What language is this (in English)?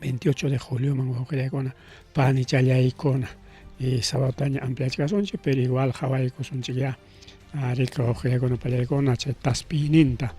Ayacucho Quechua